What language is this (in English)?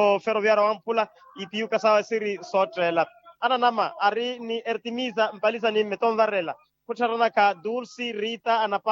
Makhuwa